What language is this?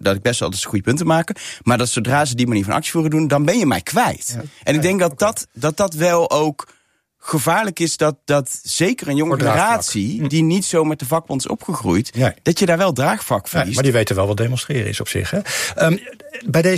Dutch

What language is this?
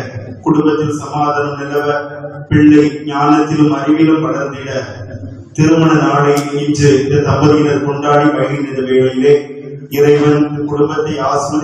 Tamil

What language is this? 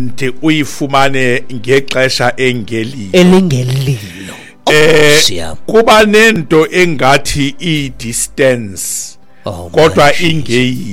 Xhosa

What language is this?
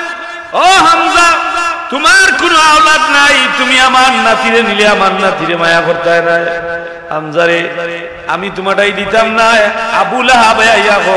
Sylheti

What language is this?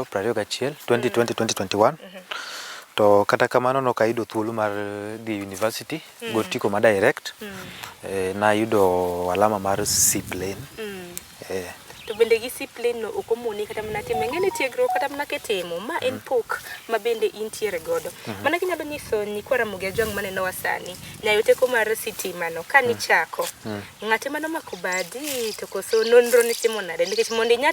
Luo (Kenya and Tanzania)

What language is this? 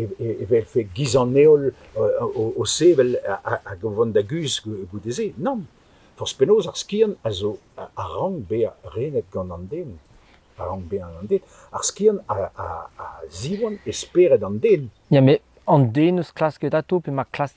Breton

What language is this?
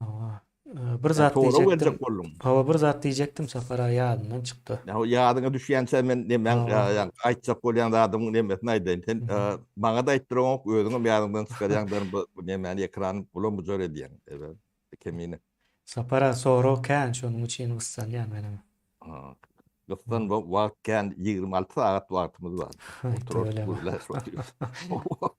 Turkmen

